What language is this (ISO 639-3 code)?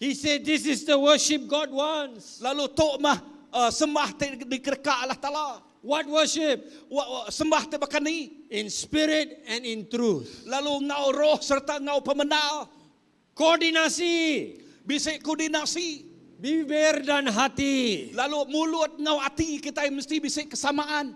iba